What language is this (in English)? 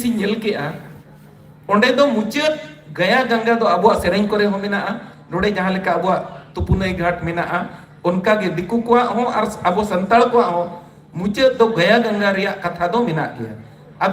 Santali